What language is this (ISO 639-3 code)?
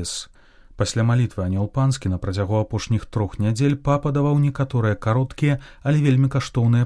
bel